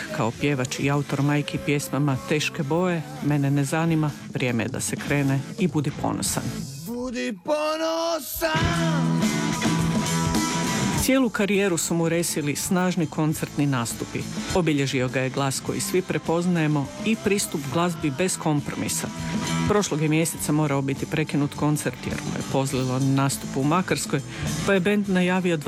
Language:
Croatian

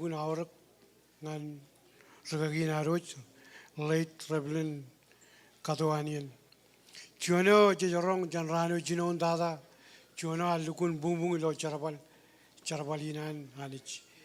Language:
Marshallese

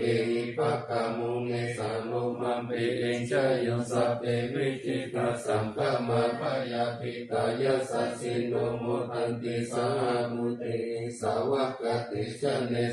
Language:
Pali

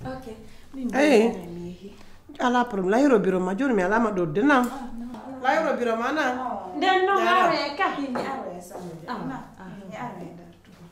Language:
Pular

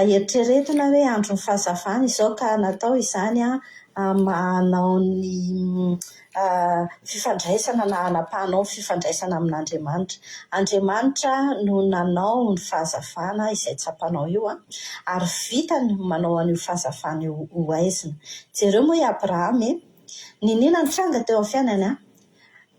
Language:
Malagasy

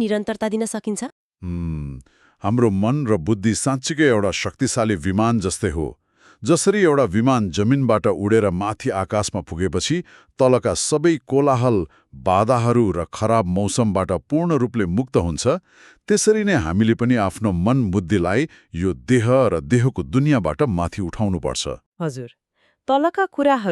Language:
Nepali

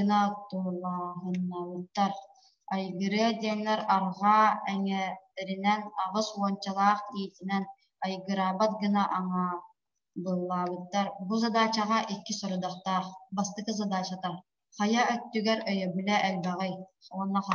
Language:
Yakut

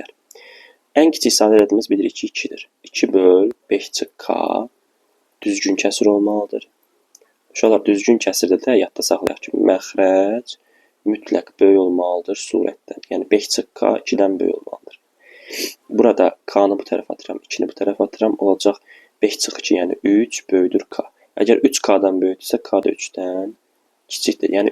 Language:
Azerbaijani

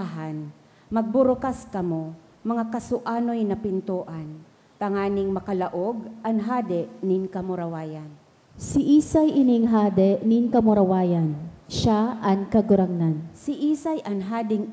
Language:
Bikol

